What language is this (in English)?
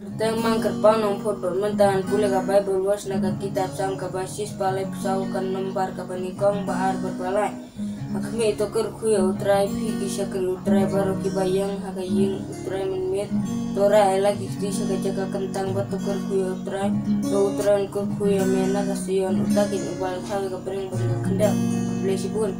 Khasi